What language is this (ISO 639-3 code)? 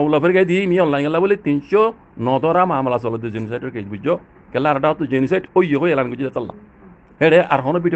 rhg